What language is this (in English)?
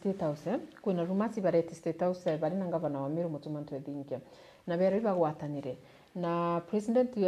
Meru